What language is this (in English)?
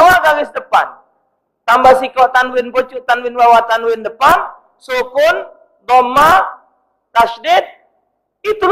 Musi